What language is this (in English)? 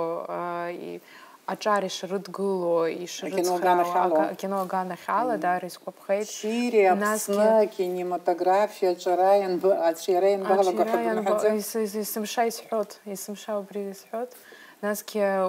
Abkhazian